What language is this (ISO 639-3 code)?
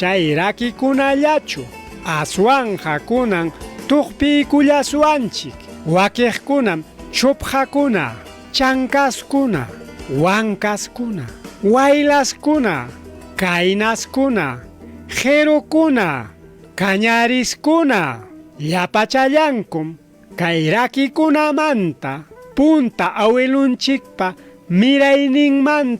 quy